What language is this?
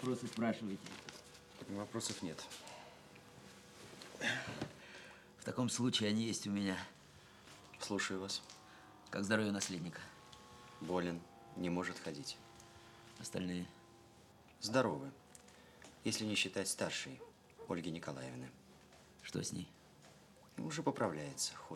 Russian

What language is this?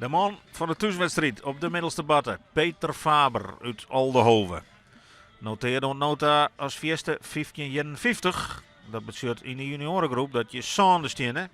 Western Frisian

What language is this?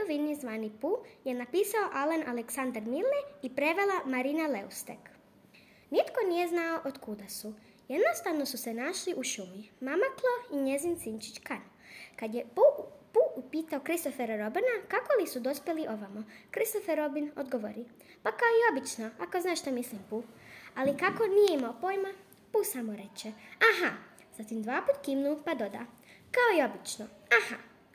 Croatian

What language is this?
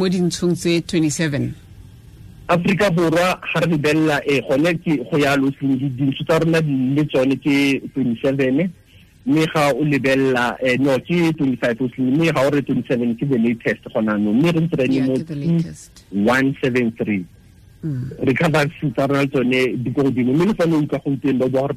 Tswana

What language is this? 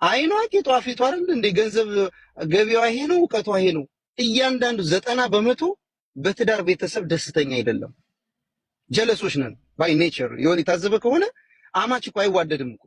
Amharic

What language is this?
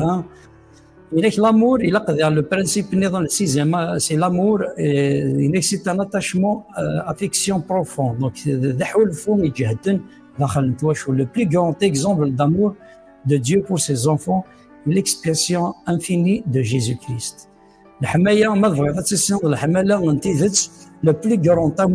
Kabyle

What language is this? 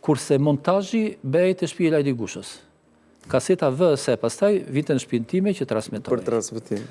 Albanian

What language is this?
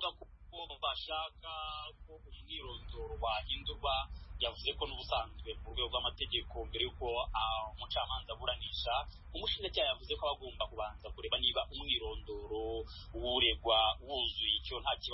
Kinyarwanda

